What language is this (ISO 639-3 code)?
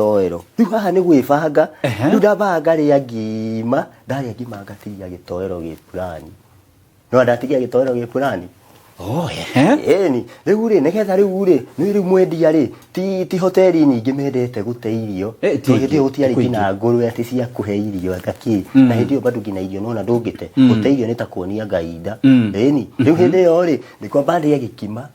kik